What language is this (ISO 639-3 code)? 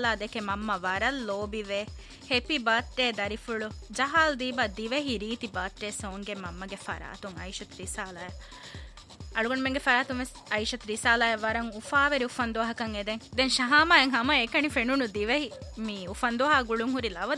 div